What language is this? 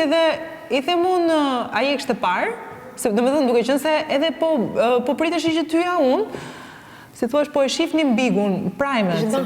Albanian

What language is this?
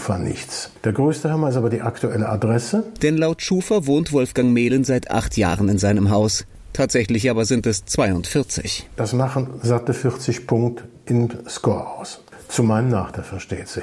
German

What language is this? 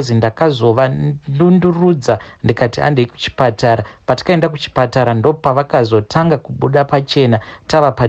Shona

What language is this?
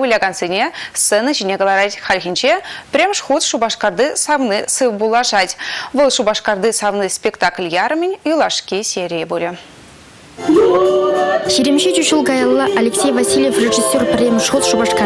Chuvash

